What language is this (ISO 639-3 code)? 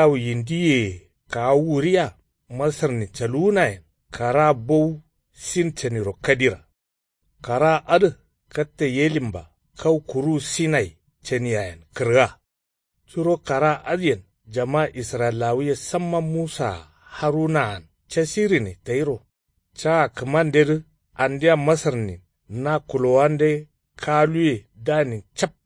kau